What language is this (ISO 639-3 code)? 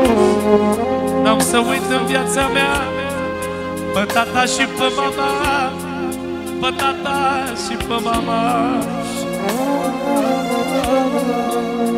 ron